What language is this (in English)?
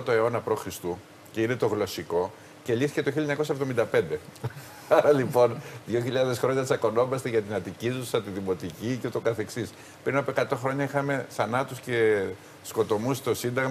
Greek